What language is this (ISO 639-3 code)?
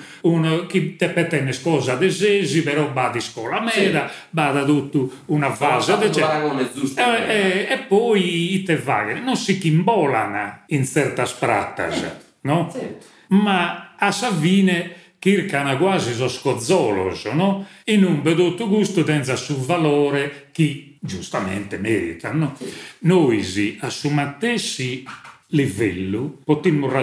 srd